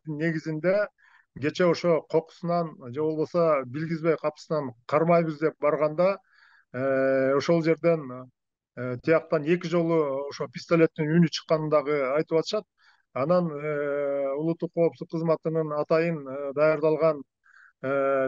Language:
Kyrgyz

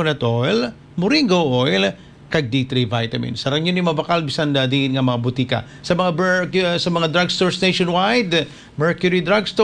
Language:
Hiligaynon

